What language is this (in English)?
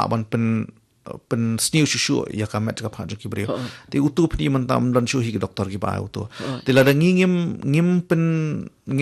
Khasi